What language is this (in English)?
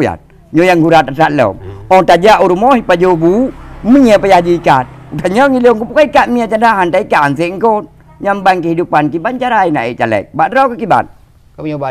Achinese